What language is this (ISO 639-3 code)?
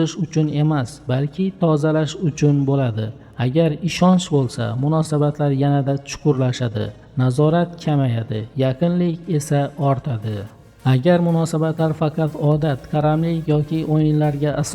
uzb